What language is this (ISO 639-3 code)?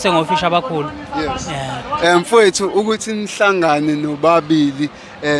zul